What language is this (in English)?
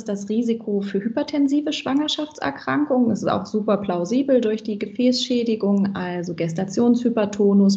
German